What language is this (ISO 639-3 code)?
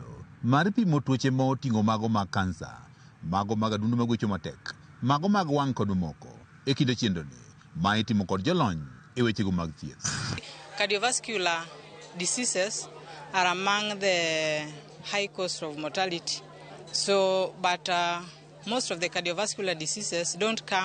luo